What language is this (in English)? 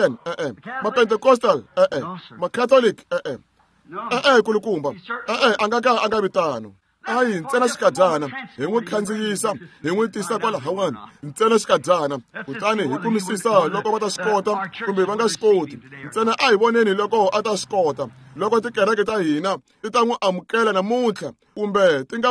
Tsonga